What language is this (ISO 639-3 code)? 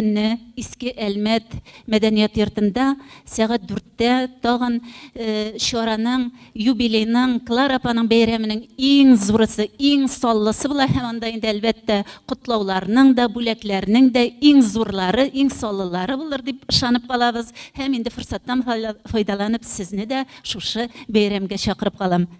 tat